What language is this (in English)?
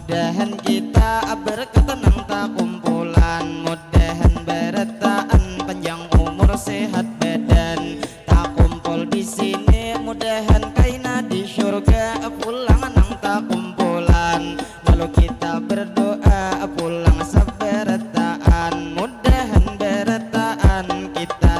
Banjar